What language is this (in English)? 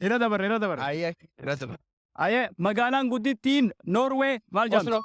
Oromo